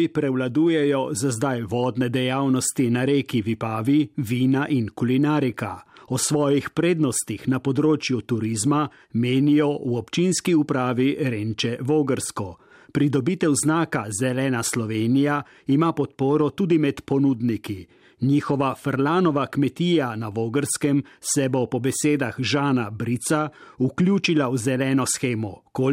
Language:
Slovenian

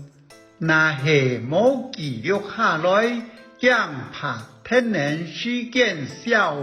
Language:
Hakka Chinese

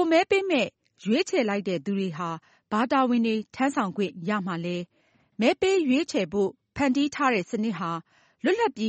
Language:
Burmese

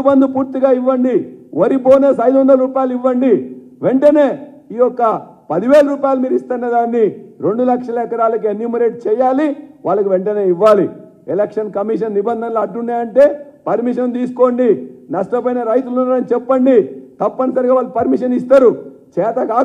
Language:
Telugu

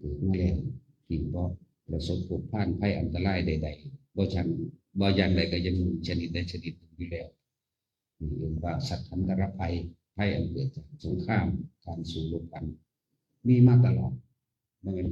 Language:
Northeastern Thai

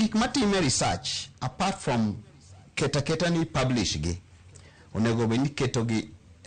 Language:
Luo (Kenya and Tanzania)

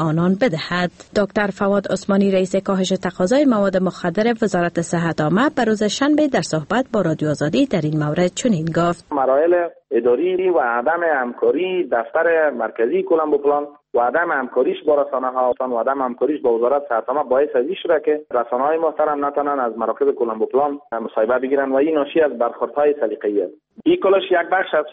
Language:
Persian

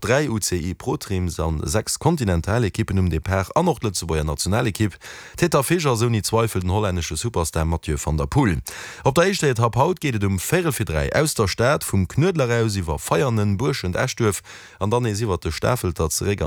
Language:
Luxembourgish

